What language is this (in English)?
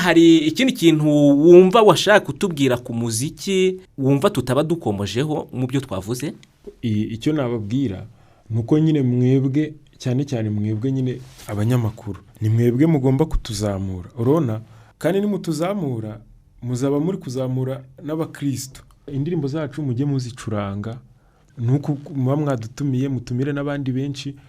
Kinyarwanda